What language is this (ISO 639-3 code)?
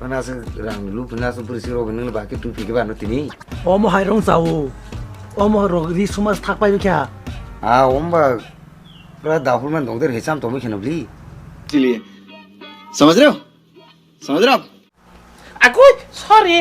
trp